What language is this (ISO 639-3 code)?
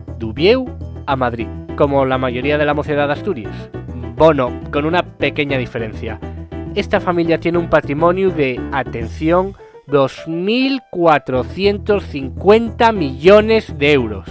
ast